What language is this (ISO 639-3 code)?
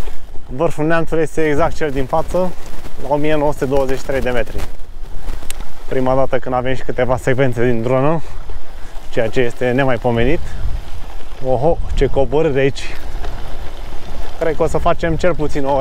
ron